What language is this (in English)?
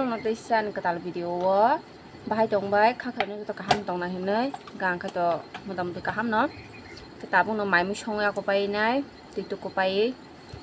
Kok Borok